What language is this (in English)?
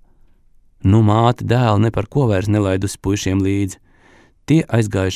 Latvian